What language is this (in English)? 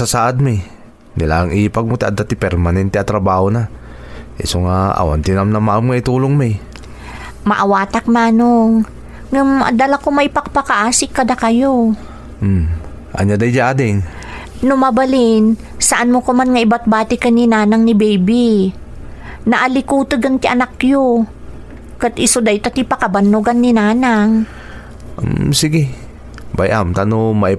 Iloko